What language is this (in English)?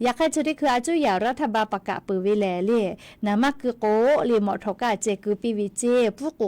Lahu